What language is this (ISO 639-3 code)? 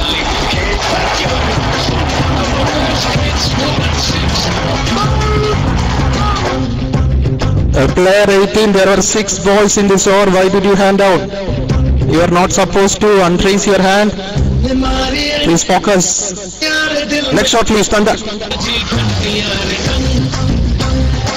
eng